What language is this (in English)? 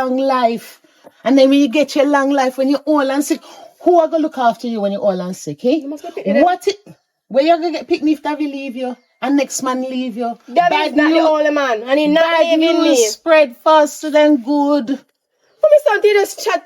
Jamaican Creole English